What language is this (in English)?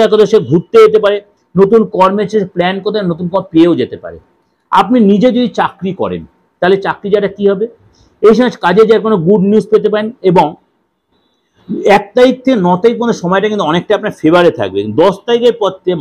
Bangla